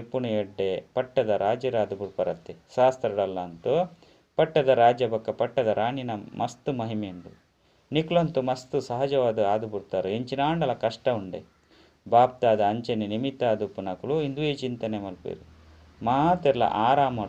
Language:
Tulu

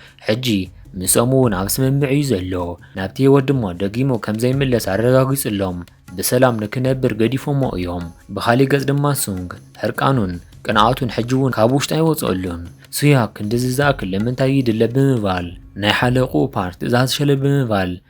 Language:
Tigrinya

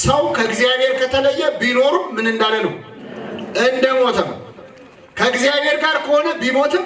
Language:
Amharic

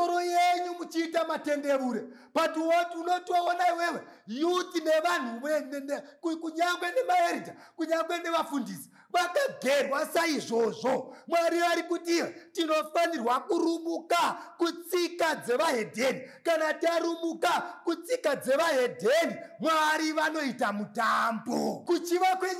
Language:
Shona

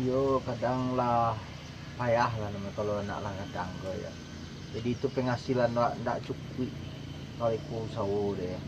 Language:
Minangkabau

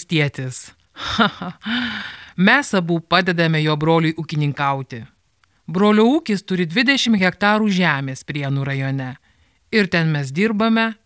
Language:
Lithuanian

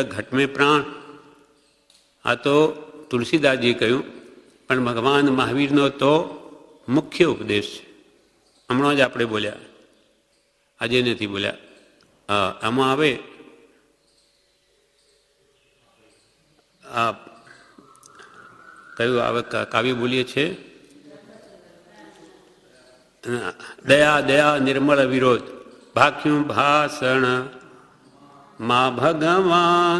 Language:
Gujarati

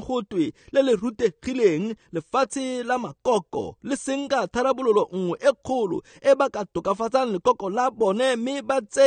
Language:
Tswana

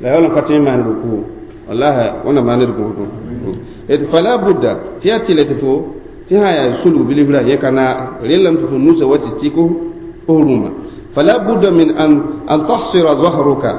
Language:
Mossi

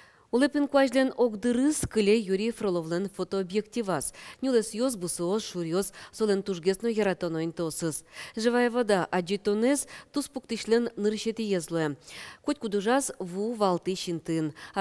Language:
Udmurt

